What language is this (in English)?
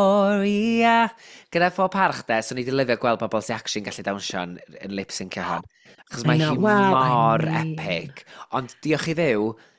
Welsh